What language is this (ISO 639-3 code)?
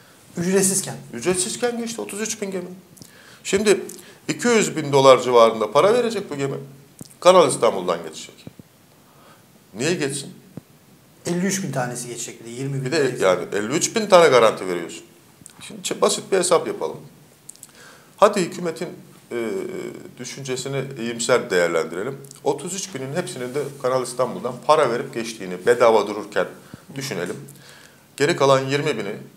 tur